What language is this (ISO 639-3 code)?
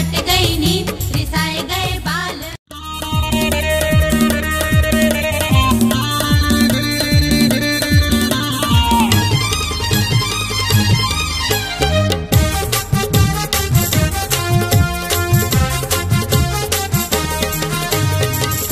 bns